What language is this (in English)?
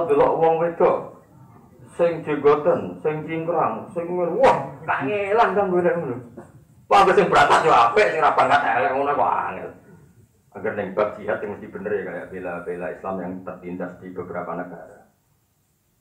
Javanese